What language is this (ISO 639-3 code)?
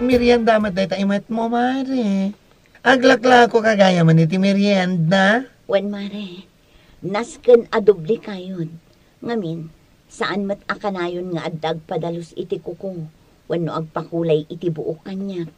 ilo